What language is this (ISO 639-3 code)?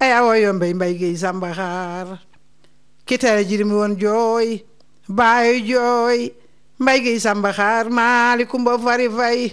wol